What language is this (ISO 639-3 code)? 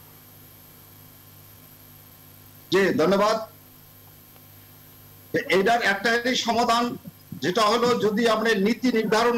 ben